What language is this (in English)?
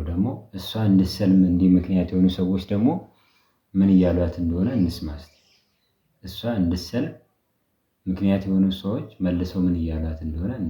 Amharic